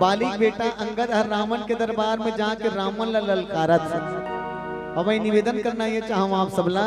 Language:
Chhattisgarhi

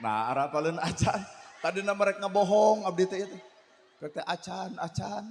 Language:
Sundanese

